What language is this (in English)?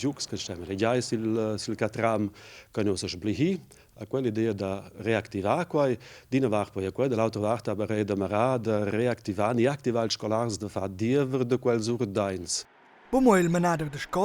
Romansh